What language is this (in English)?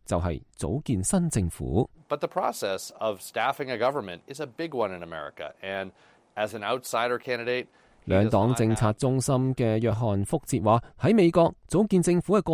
Cantonese